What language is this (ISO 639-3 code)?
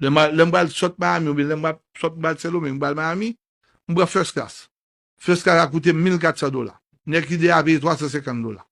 hat